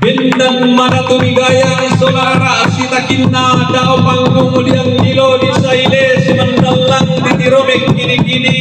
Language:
Toraja-Sa'dan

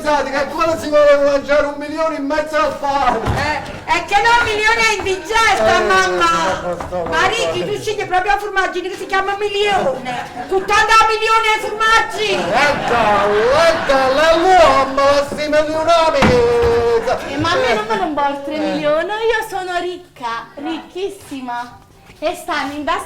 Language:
Neapolitan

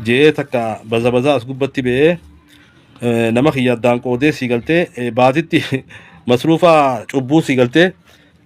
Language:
Oromo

